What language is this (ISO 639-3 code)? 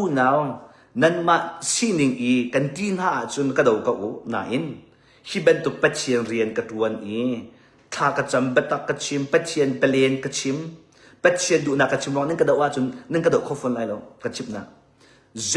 cnh